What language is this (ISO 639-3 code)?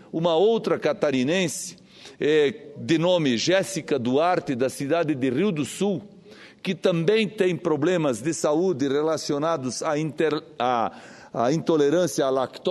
por